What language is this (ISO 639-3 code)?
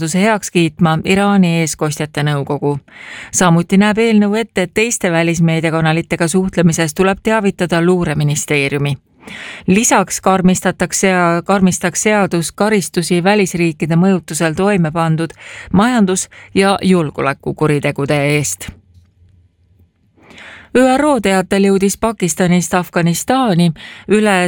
est